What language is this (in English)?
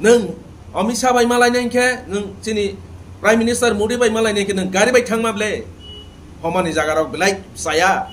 Kok Borok